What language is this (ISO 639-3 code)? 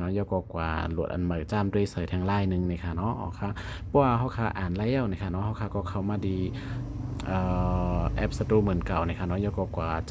shn